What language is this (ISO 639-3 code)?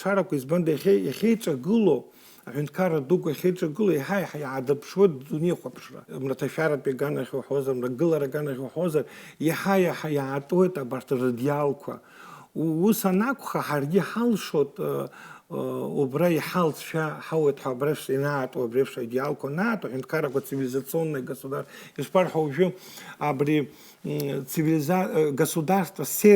abk